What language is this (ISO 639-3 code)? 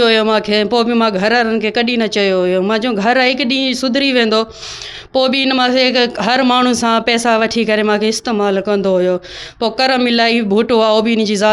snd